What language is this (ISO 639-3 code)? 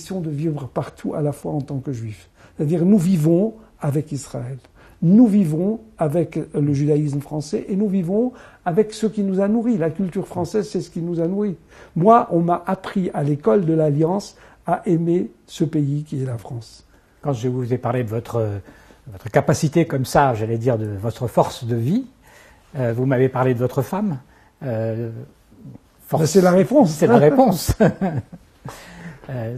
fra